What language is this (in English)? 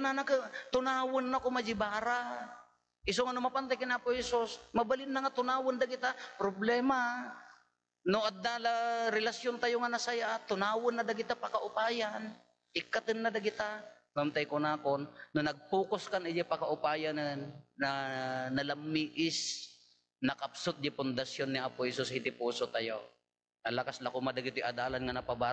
Iloko